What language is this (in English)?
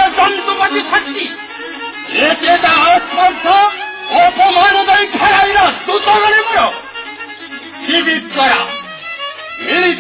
Odia